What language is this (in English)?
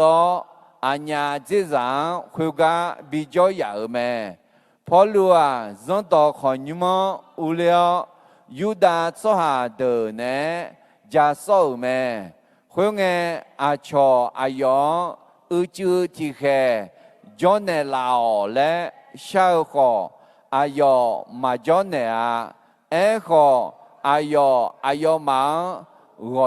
Akha